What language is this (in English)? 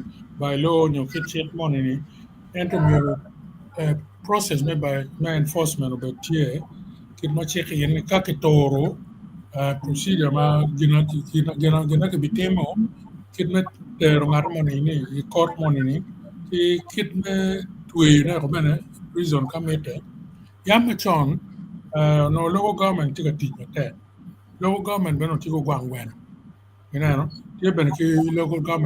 Acoli